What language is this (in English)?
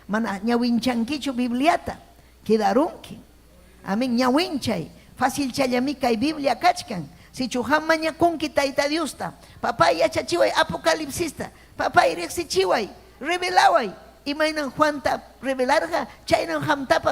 Ayacucho Quechua